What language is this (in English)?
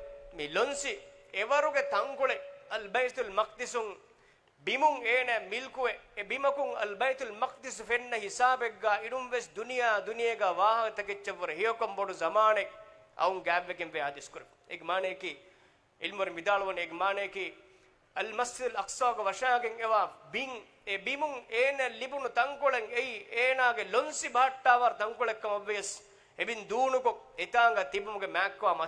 Divehi